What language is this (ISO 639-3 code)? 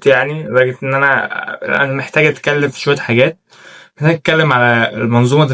arz